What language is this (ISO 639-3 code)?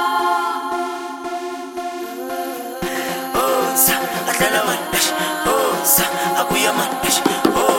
zul